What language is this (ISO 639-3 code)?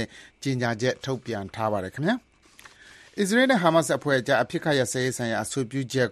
mya